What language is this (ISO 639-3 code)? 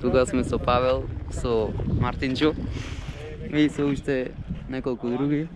mkd